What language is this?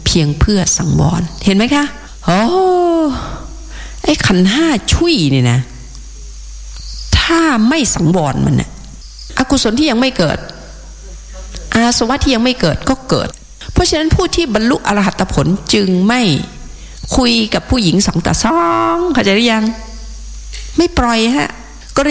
Thai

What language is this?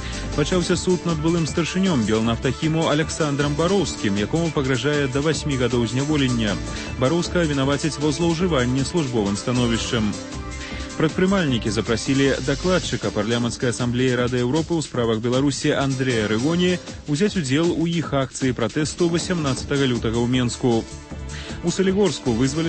Belarusian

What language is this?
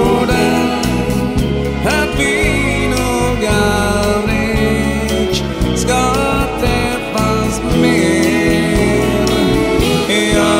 Swedish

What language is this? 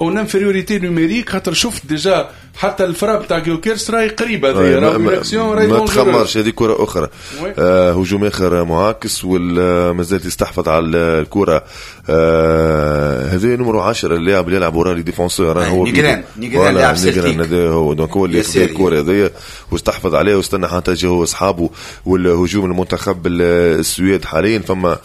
Tunisian Arabic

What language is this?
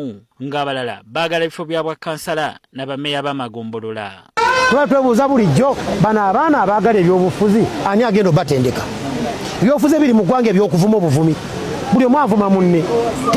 Ganda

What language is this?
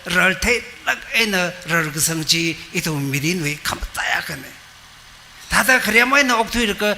Tangkhul Naga (India)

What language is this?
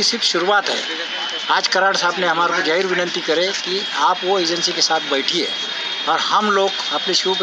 Marathi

